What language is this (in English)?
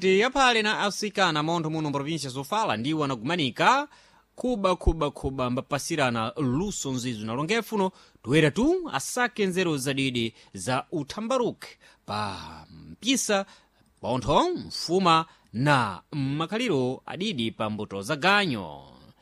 Sena